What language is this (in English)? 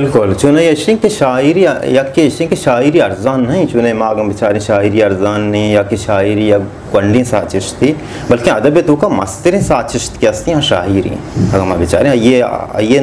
Baluchi